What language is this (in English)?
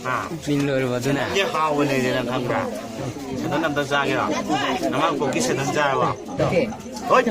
Manipuri